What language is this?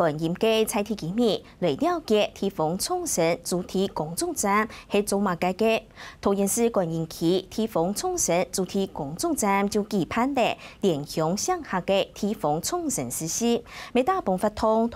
Hakka Chinese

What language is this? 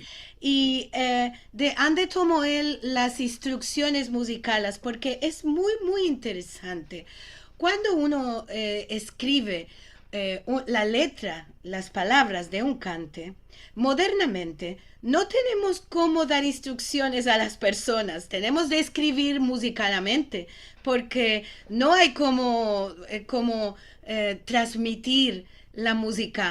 Ladino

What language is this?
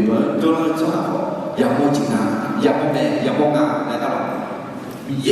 Akha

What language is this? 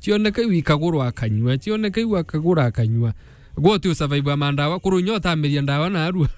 Meru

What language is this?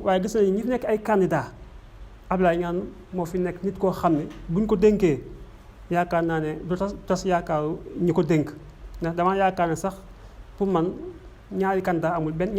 Wolof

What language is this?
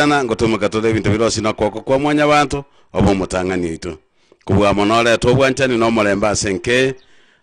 Gusii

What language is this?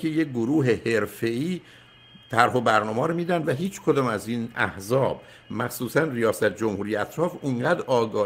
Persian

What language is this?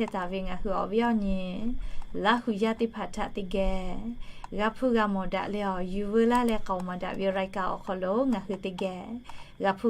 Lahu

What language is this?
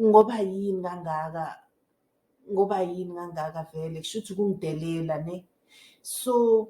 Zulu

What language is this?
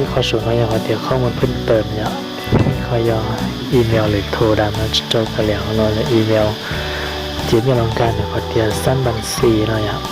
Hmong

